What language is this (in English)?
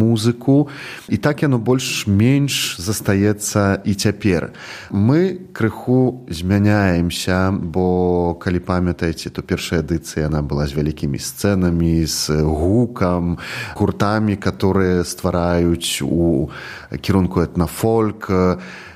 Belarusian